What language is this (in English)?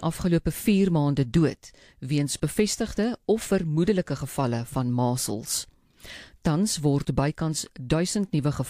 Afrikaans